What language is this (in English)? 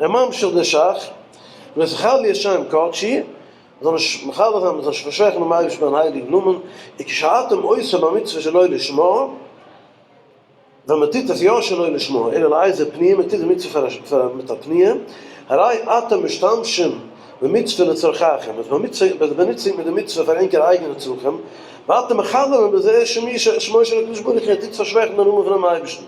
Yiddish